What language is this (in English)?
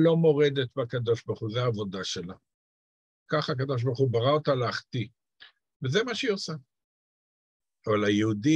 Hebrew